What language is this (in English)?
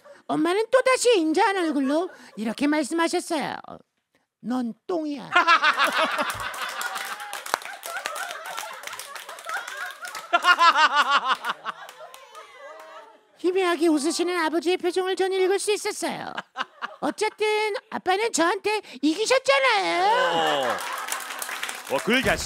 Korean